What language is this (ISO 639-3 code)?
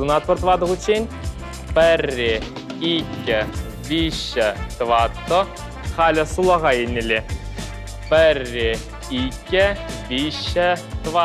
chv